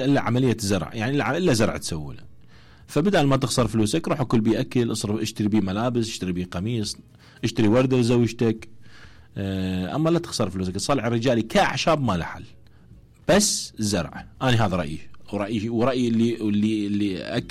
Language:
Mesopotamian Arabic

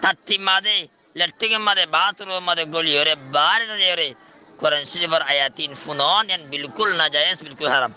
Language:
Rohingya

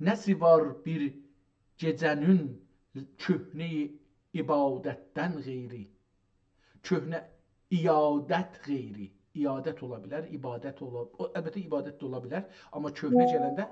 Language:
South Azerbaijani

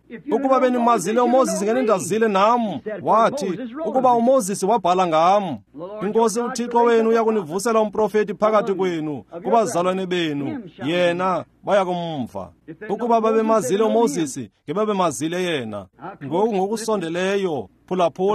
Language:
Xhosa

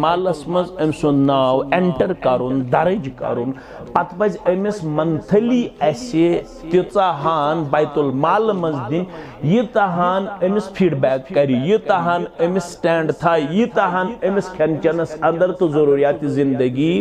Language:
Kashmiri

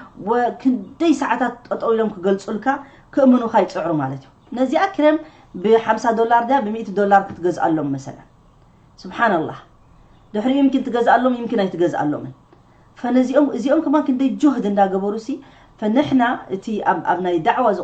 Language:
Tigrinya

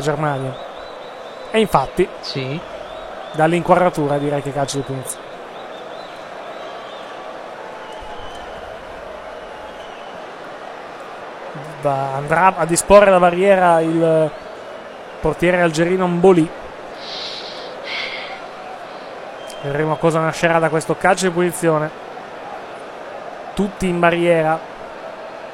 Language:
Italian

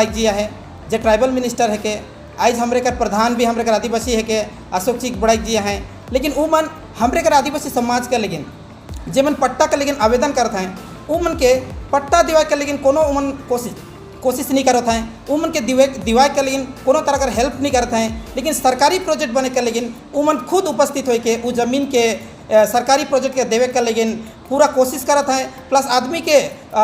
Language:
Sadri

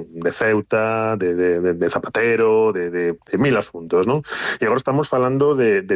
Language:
Galician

